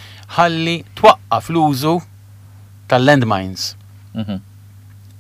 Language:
Maltese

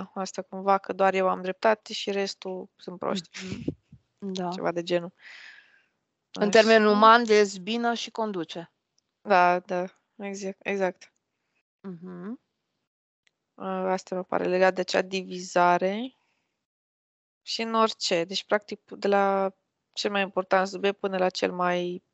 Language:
Romanian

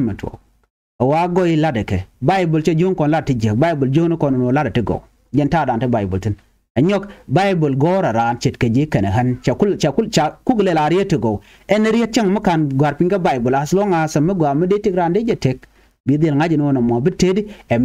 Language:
Nuer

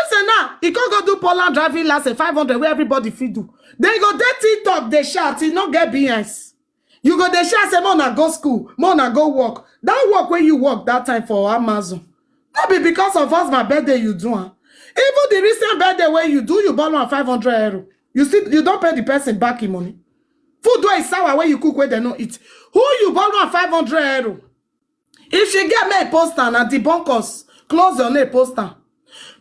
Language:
Nigerian Pidgin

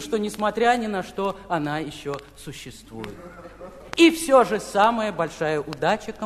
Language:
Russian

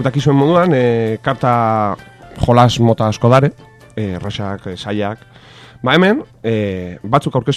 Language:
Basque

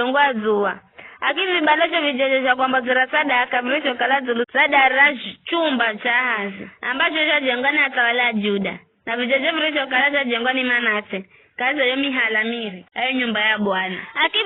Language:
Giryama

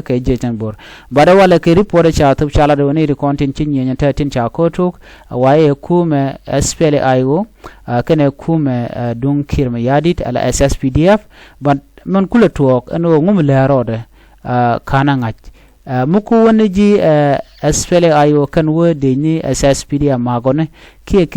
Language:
Nuer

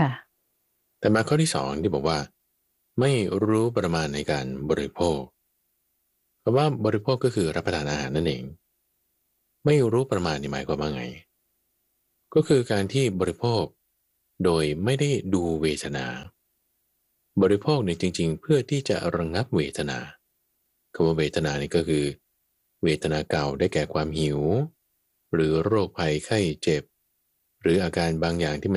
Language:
Thai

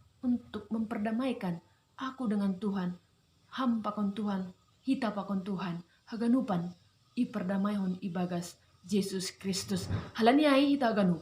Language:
Batak Simalungun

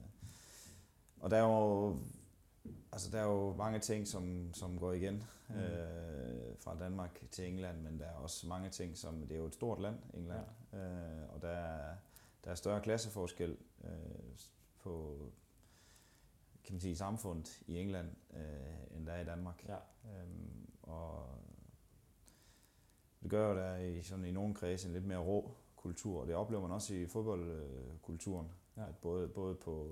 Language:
Danish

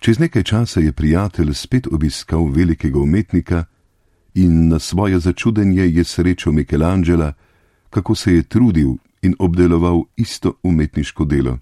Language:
Slovenian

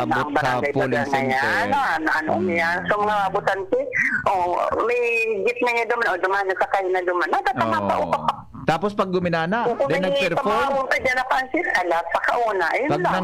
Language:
Bikol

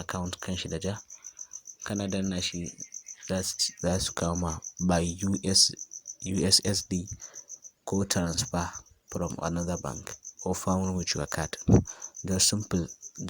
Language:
Hausa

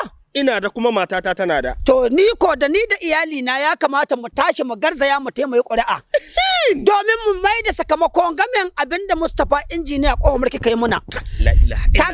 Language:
Hausa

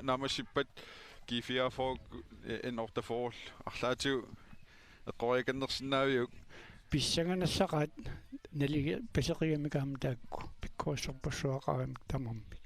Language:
Kalaallisut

